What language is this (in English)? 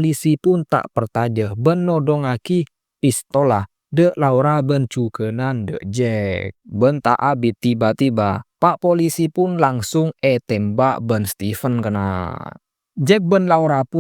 Madurese